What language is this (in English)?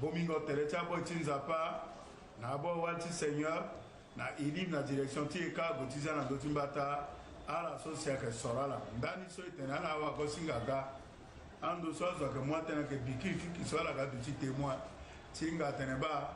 Sango